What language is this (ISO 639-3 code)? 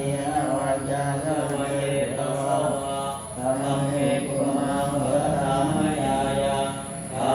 pli